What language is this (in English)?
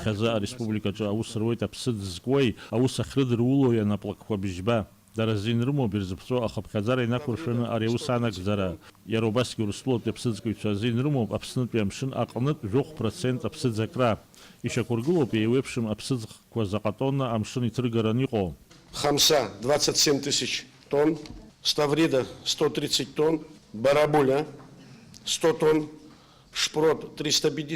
Abkhazian